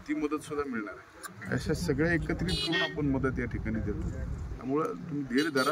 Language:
Marathi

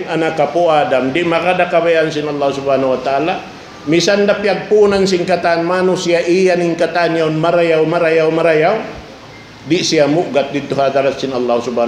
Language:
Tausug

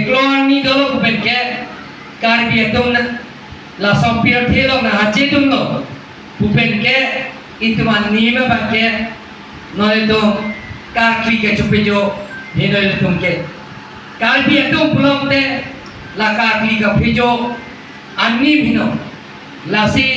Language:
Karbi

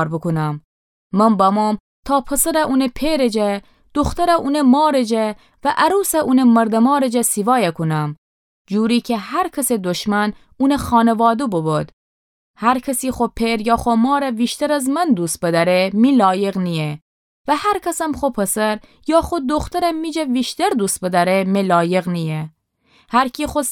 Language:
Gilaki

